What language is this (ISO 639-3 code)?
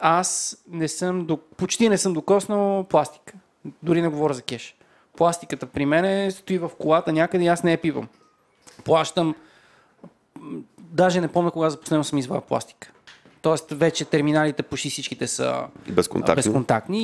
bul